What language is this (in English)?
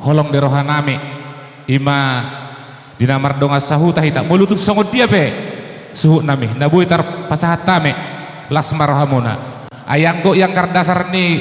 Batak Toba